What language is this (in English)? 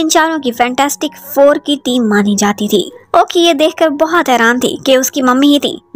Hindi